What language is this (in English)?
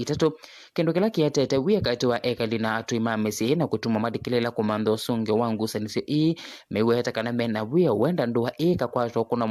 Kamba